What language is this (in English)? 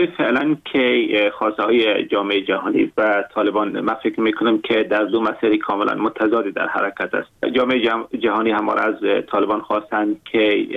Persian